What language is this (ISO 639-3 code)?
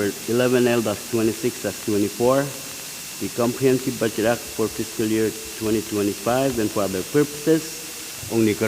pon